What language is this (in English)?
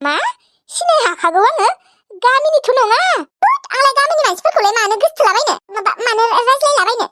Bodo